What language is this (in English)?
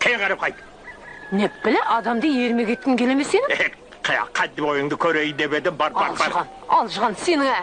Kara-Kalpak